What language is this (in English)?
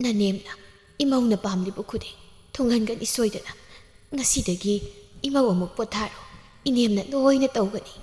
Manipuri